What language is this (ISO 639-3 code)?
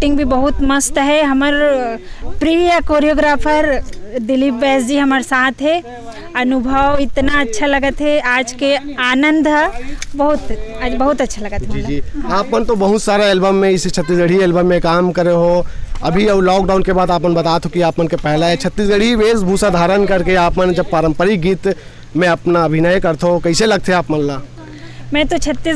hne